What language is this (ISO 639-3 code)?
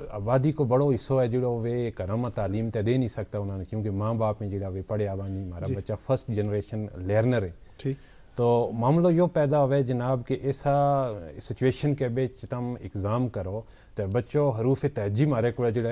gju